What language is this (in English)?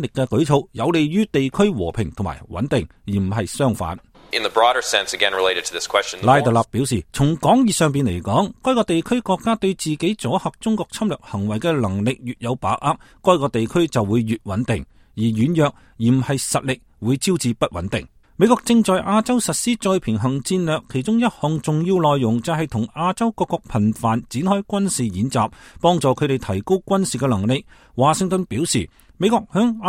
Cantonese